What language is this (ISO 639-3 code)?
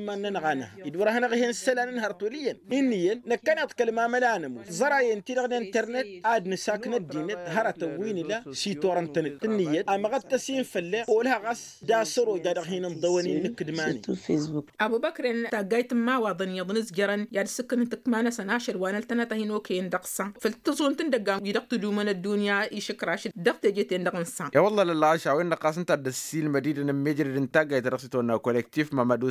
taq